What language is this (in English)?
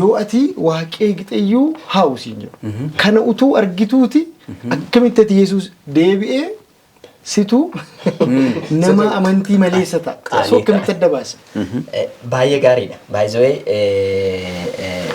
Oromo